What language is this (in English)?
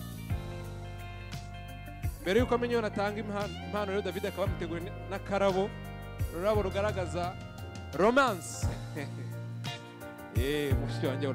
Kinyarwanda